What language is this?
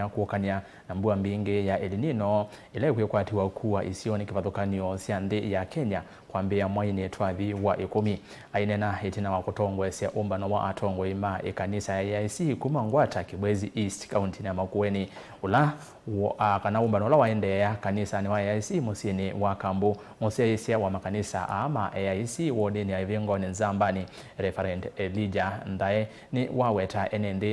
Kamba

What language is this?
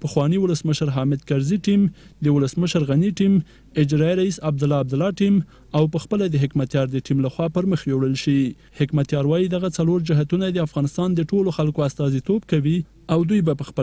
Pashto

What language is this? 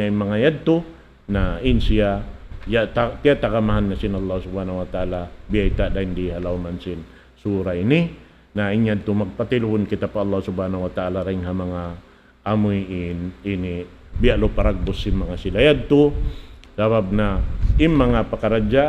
Tausug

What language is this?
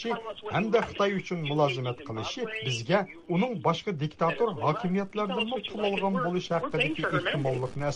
Uyghur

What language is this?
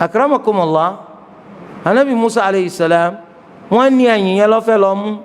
Yoruba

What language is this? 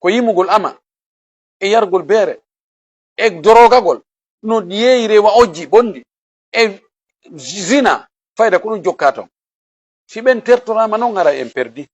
Fula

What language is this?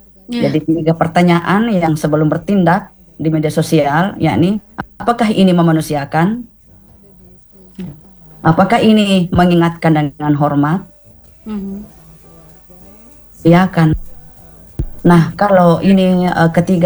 Indonesian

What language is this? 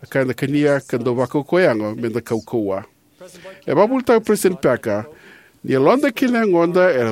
Fijian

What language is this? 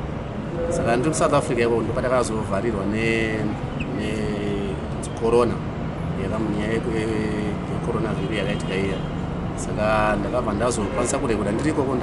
Shona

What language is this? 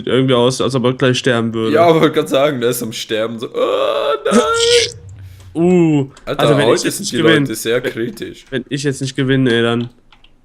Swiss German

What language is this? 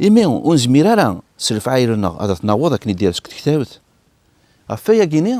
Kabyle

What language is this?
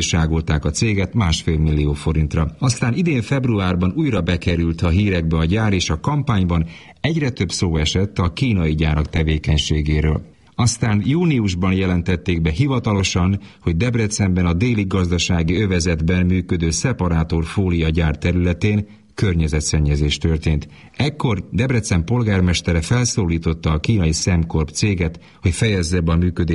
Hungarian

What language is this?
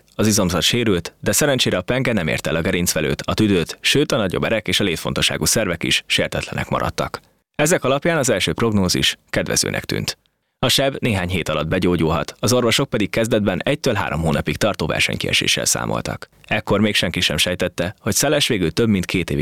Hungarian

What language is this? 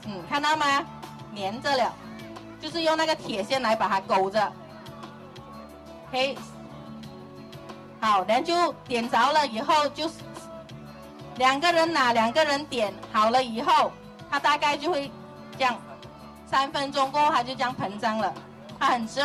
Chinese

